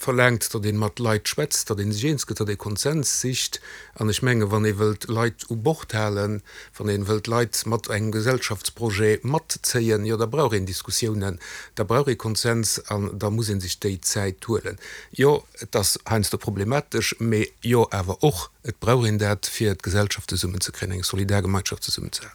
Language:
Luxembourgish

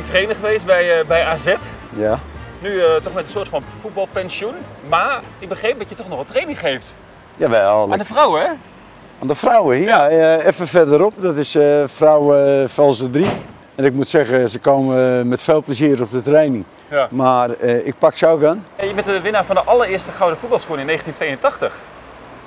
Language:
Dutch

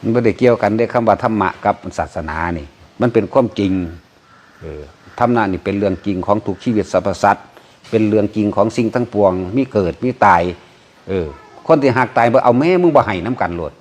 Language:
Northeastern Thai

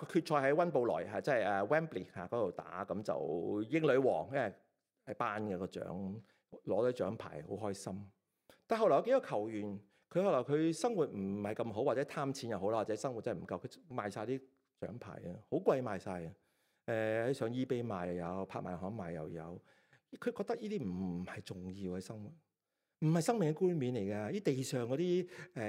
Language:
Cantonese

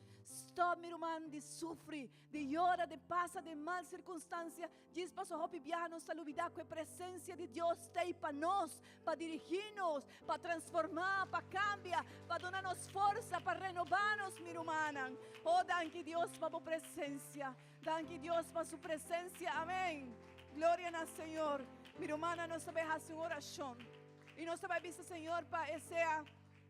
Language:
Papiamento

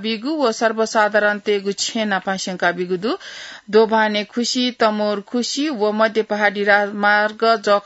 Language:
Newari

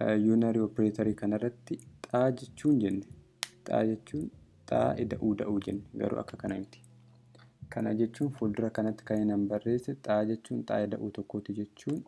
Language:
Oromo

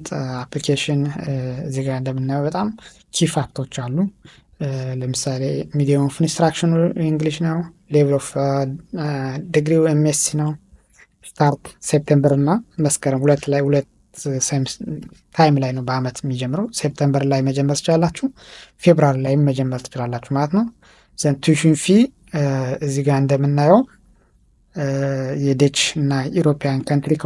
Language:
Amharic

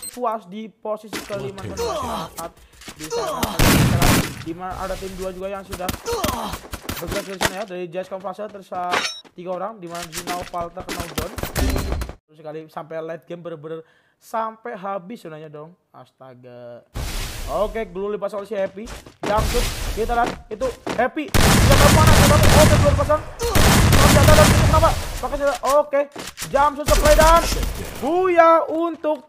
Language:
Indonesian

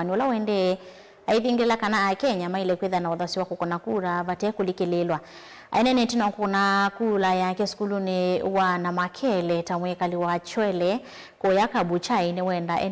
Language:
Kamba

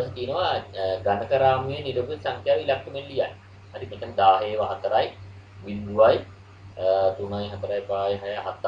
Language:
Sinhala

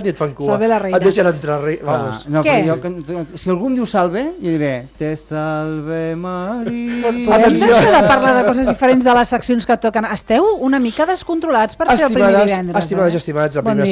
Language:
Catalan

